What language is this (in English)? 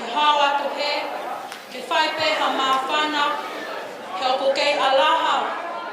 Tongan